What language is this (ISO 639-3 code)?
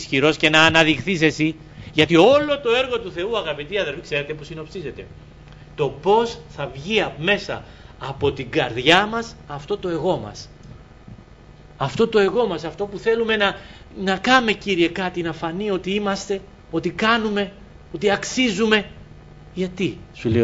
ell